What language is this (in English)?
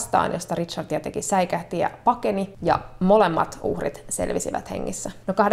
Finnish